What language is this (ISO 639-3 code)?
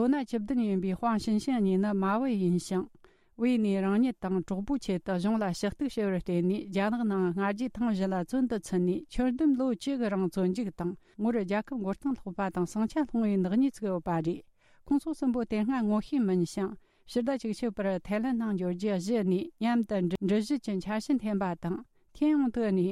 bod